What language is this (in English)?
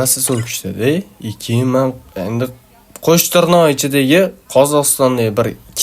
Uzbek